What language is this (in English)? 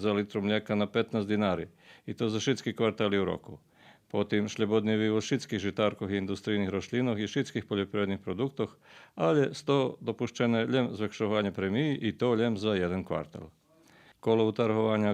Rusyn